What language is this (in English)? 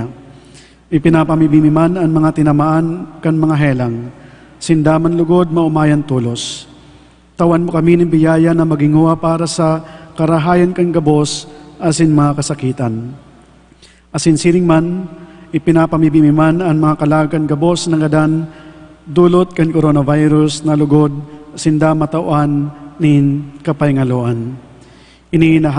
Bikol